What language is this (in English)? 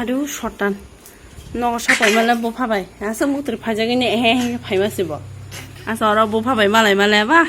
Kok Borok